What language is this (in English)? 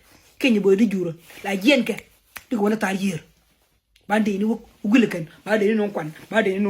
Nuer